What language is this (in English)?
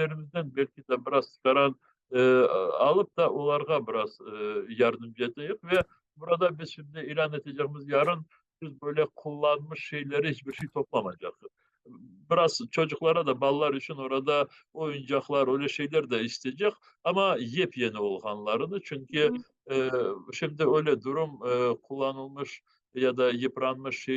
Crimean Tatar